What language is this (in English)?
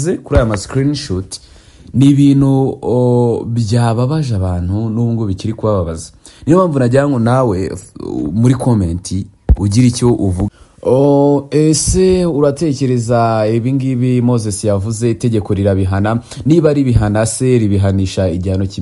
Kinyarwanda